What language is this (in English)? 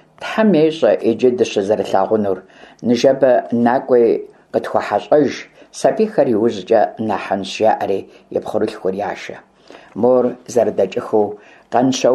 Kabardian